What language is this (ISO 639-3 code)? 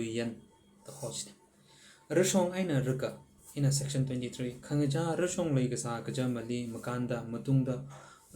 nmf